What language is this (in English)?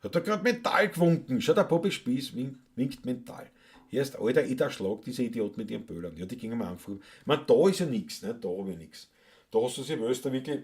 Bavarian